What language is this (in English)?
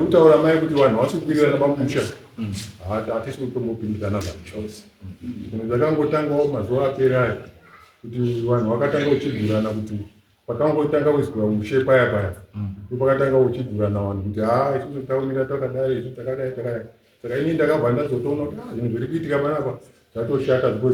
Shona